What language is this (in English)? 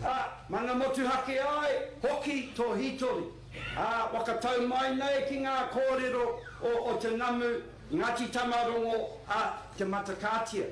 Māori